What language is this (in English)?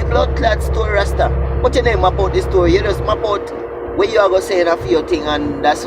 Jamaican Creole English